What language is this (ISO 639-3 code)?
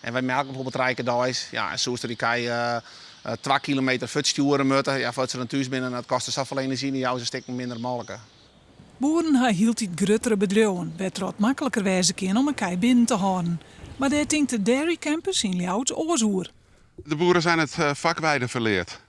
fry